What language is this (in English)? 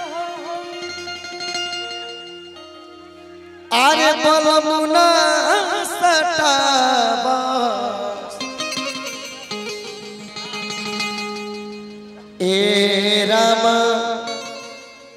Bhojpuri